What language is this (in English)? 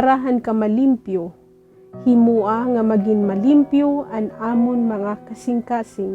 Waray